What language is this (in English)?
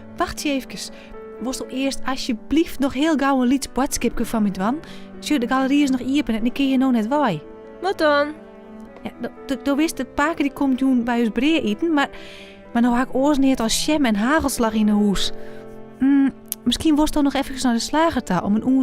Western Frisian